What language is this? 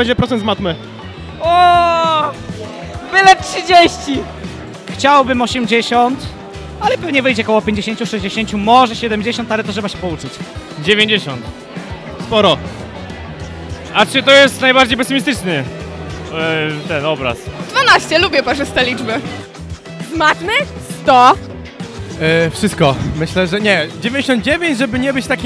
Polish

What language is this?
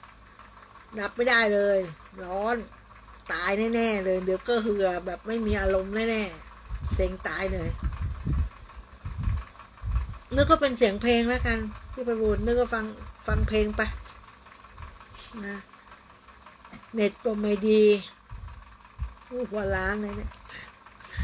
Thai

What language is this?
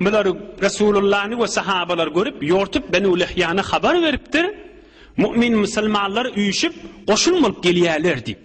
Turkmen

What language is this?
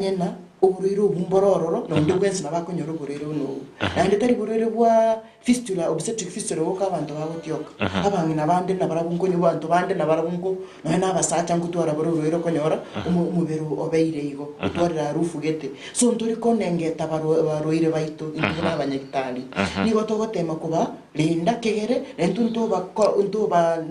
Gusii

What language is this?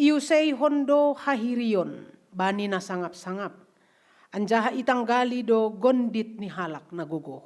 Batak Simalungun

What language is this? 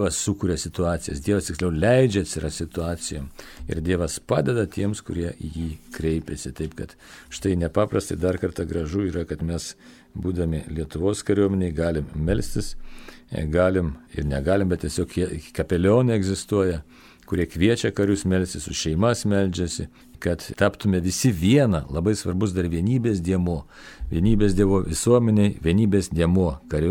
Lithuanian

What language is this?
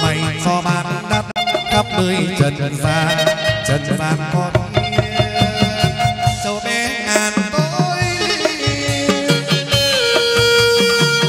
Vietnamese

